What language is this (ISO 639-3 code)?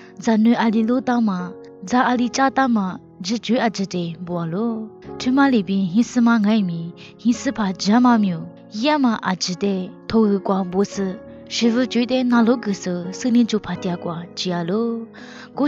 lis